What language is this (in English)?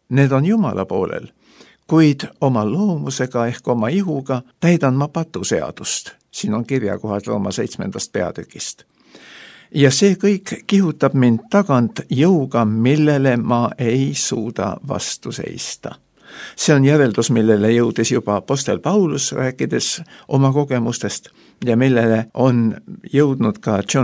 Estonian